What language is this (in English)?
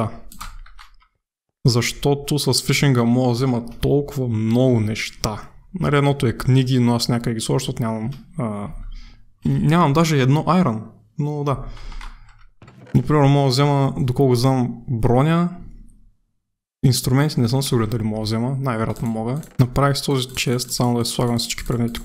Bulgarian